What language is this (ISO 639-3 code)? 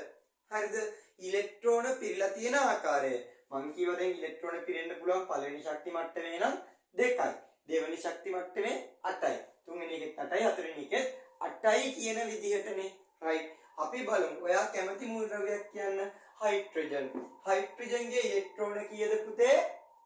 sin